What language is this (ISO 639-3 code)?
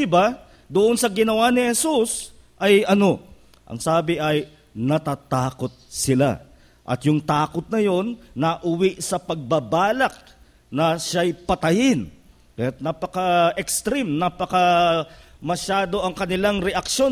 fil